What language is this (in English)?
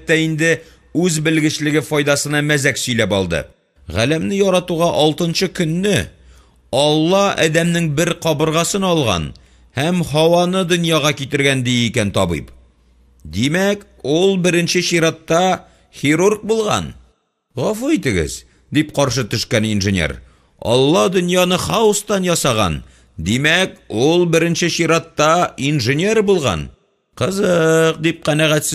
Tatar